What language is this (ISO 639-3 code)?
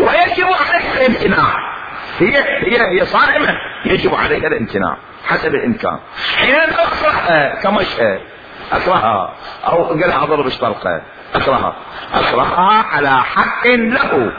acm